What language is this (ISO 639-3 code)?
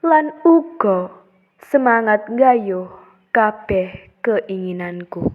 jav